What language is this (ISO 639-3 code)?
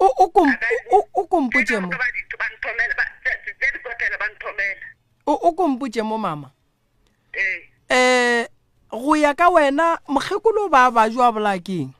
nso